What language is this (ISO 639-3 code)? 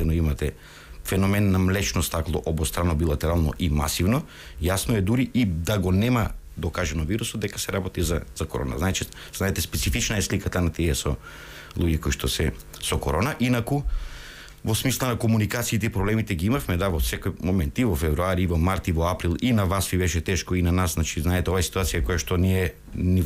mkd